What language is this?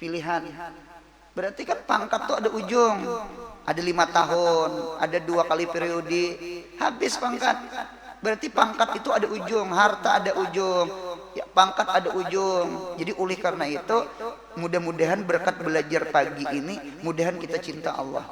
Banjar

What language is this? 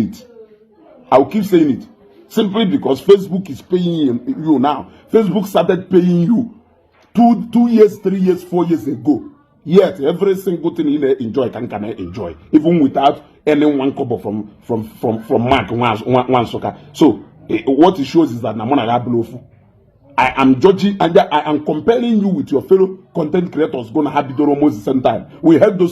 Igbo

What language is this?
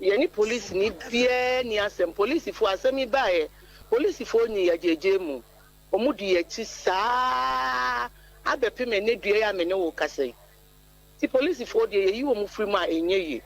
Akan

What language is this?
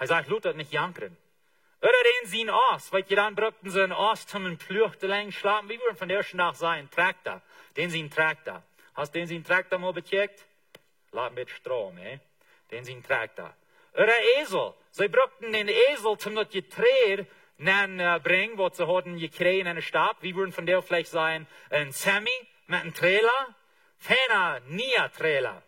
Plautdietsch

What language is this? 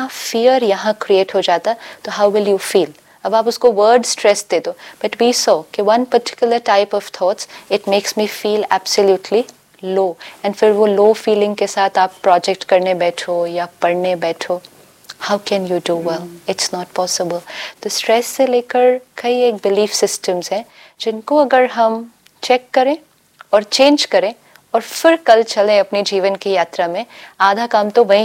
Hindi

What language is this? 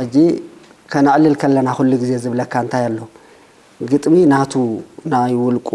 Tigrinya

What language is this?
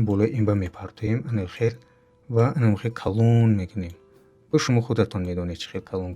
Tajik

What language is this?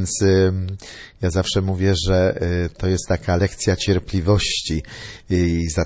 Polish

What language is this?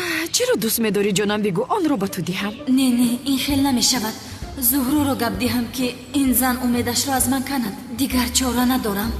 Tajik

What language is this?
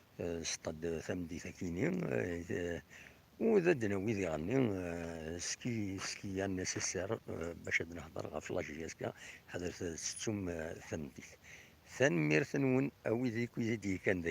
Kabyle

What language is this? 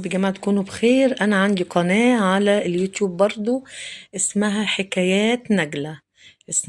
Egyptian Arabic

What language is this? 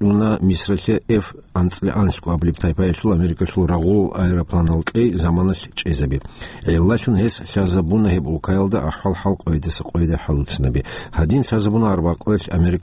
Avaric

